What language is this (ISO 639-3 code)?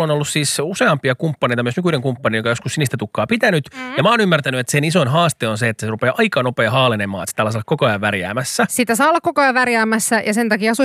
fin